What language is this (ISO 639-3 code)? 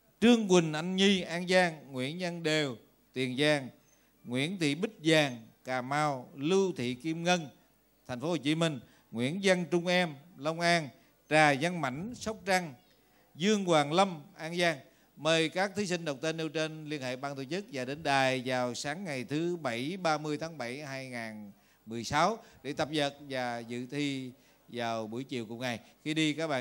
vie